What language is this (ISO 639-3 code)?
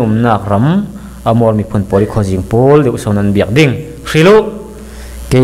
cfm